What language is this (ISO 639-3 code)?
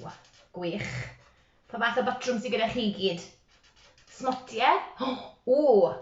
cym